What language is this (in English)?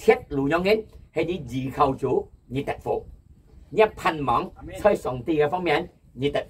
Hakka Chinese